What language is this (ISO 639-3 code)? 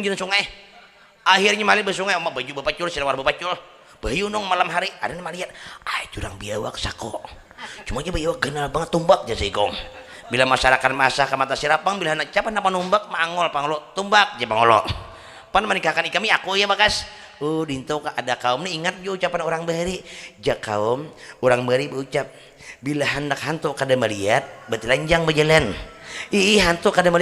bjn